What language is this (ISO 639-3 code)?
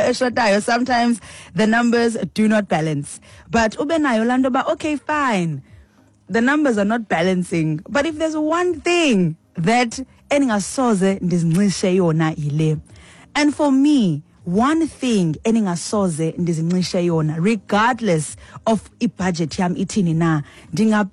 xho